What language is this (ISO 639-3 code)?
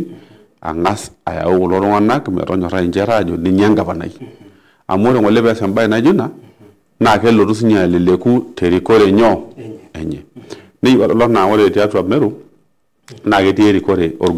mas